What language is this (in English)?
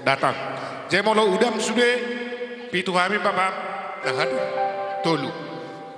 Batak Toba